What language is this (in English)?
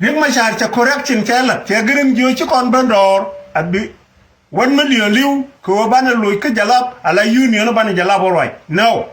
Nuer